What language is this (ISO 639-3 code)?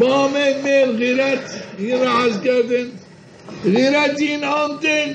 zza